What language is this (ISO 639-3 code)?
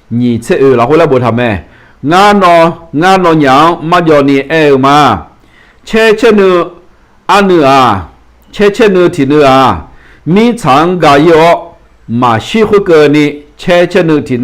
ahk